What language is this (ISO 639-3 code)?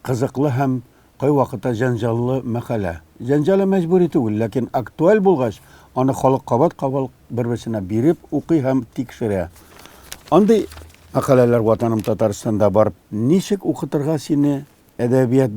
tat